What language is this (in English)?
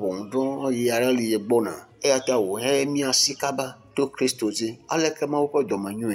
Ewe